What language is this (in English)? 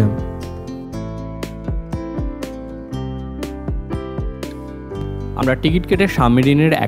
Bangla